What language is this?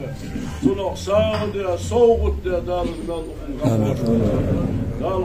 Ingush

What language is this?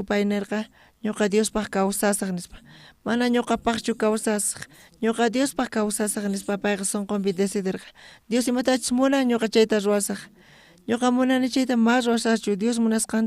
South Bolivian Quechua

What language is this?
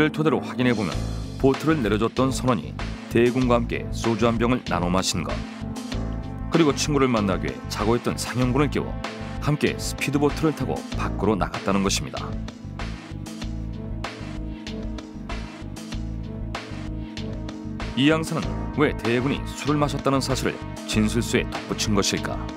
Korean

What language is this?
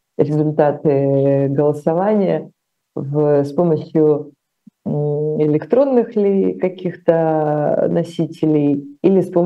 Russian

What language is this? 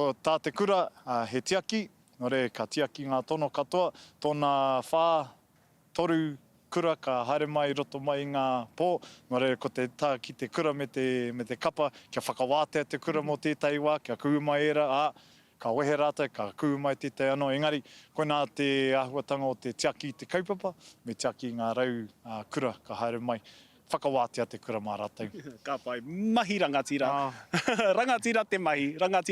Māori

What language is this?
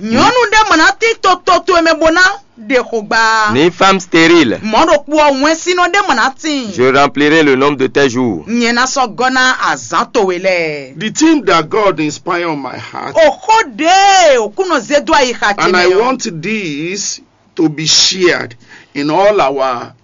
Fon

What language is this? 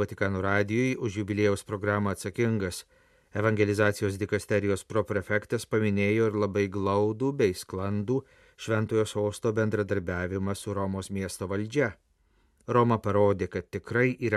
Lithuanian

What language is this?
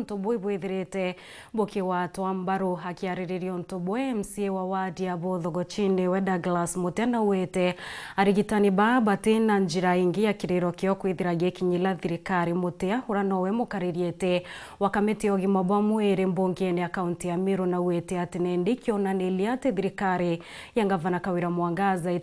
Meru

